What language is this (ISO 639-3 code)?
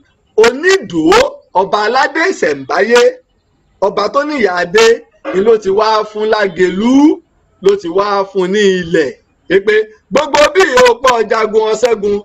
yor